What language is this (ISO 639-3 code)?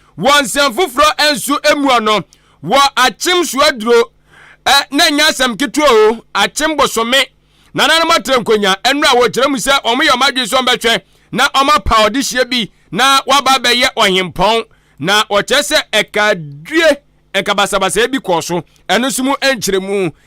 aka